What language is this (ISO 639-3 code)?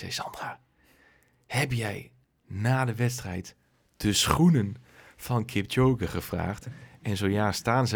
nld